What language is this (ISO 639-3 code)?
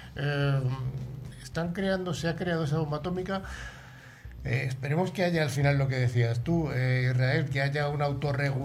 spa